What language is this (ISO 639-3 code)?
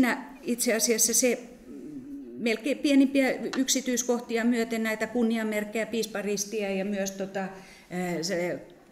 fin